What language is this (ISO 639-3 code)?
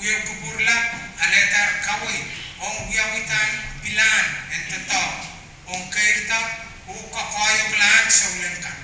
pon